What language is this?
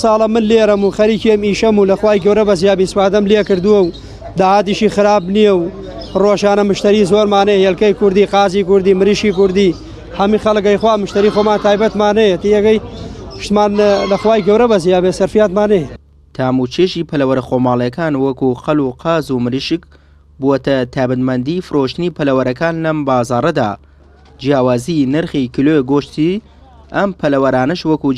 Central Kurdish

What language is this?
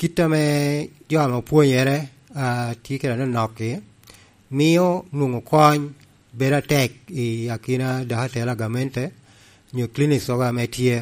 Lango (Uganda)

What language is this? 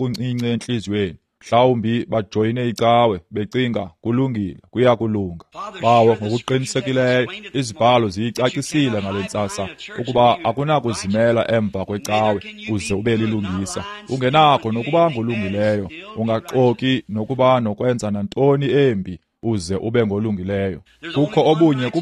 Xhosa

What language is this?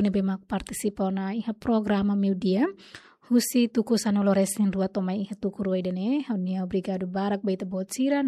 Tetum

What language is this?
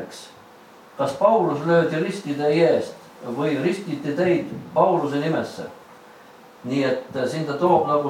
Estonian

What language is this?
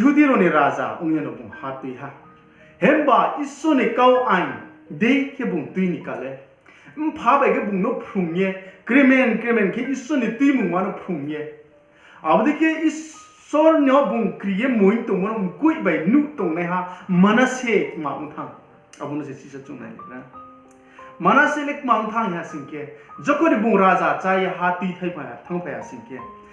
Riang (India)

